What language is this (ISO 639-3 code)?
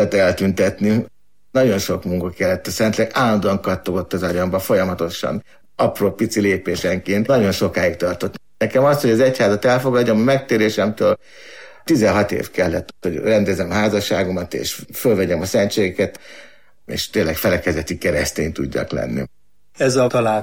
hun